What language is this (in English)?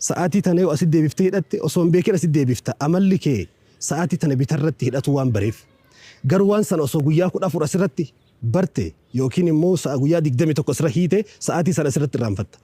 Oromo